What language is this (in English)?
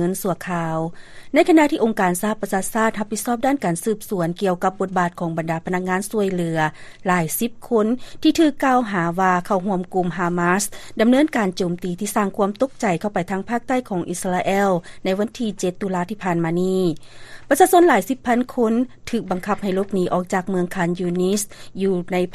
Lao